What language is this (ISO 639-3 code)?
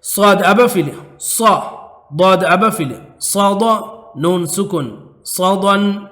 div